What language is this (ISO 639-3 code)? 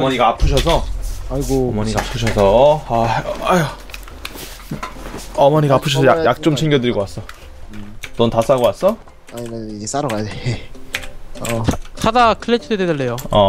kor